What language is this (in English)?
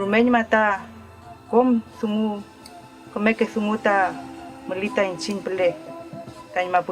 Mapuche